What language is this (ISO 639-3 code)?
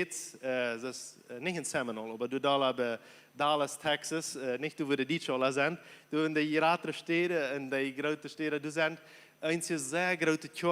pdt